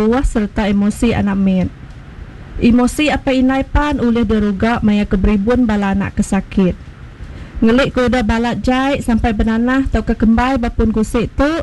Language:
Iban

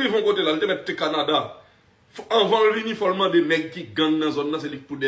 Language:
Haitian Creole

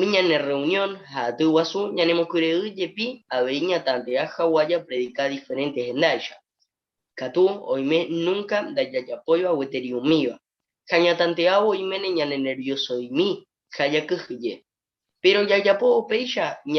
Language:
Guarani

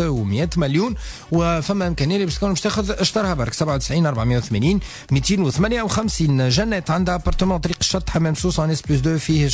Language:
Tunisian Arabic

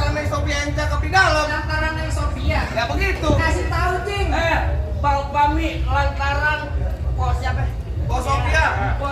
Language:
Betawi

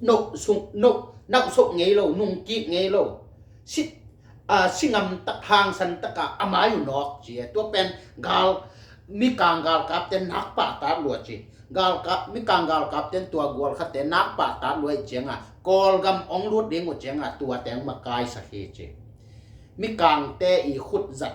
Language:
Tedim Chin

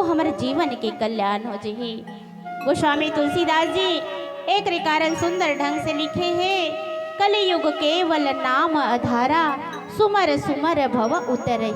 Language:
Chhattisgarhi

